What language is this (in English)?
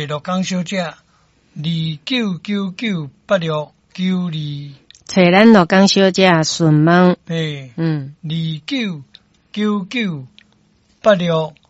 Min Nan Chinese